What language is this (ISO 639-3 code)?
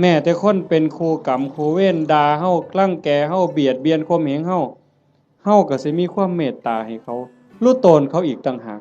tts